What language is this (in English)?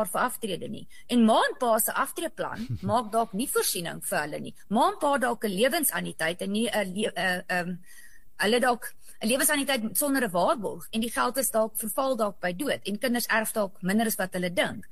Afrikaans